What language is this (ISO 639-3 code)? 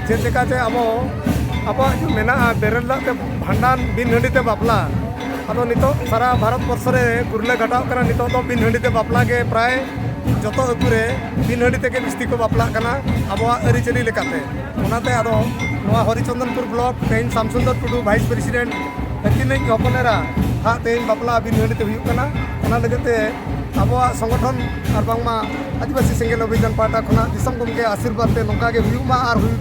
sat